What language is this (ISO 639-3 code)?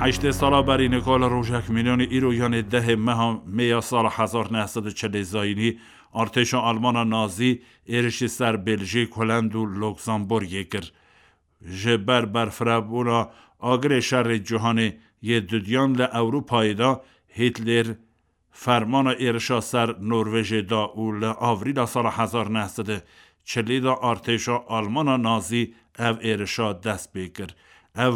kur